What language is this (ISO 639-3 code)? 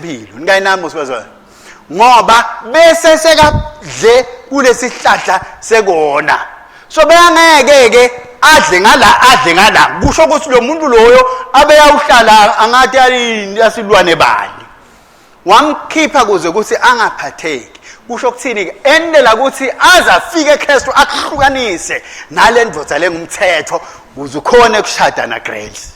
ssw